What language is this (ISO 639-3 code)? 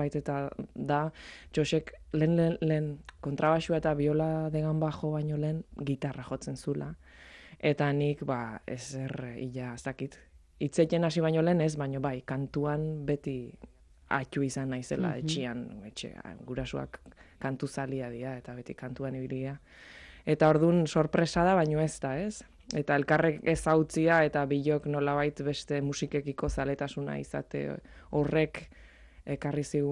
eus